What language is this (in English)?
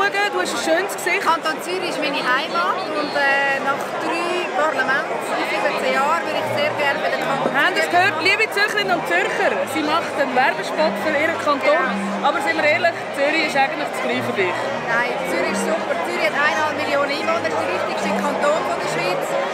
Swiss German